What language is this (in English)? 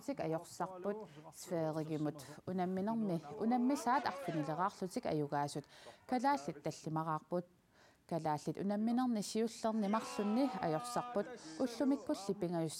Kalaallisut